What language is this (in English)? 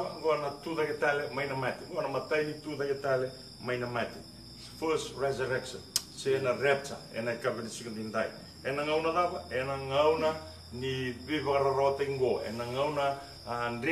Fijian